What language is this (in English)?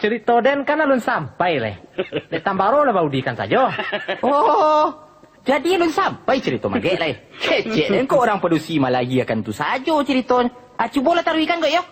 Minangkabau